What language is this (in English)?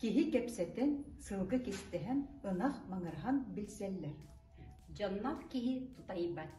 Yakut